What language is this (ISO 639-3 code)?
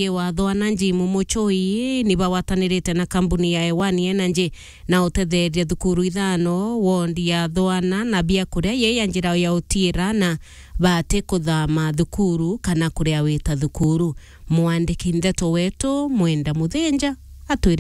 mer